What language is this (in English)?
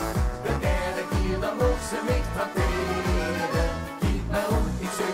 Limburgish